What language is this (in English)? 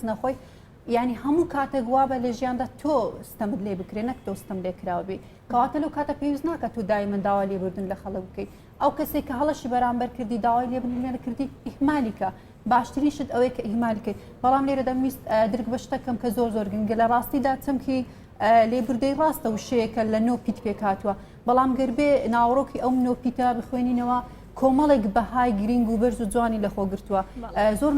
Central Kurdish